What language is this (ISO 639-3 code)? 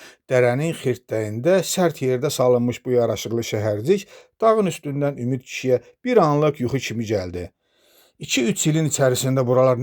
aze